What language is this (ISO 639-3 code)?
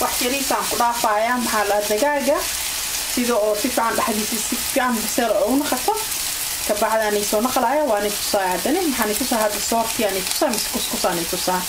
som